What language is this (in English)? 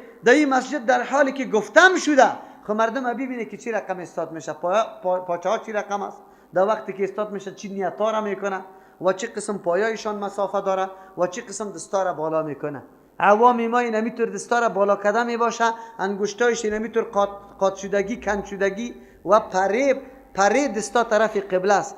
Persian